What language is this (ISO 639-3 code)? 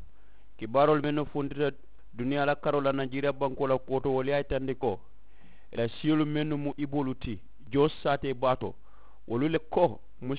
man